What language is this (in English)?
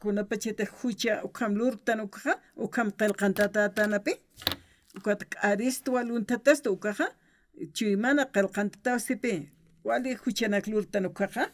Aymara